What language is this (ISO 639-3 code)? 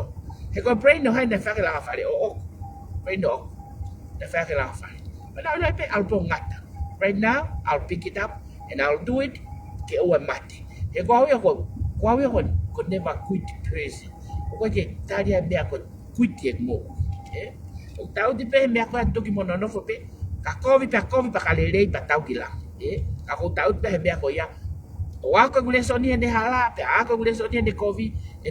ton